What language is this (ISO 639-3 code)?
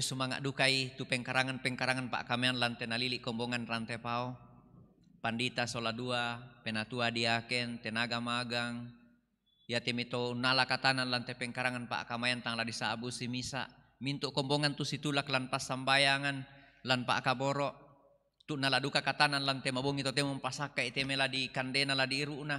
sda